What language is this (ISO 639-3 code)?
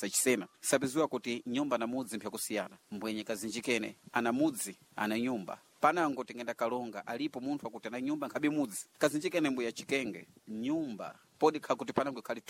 seh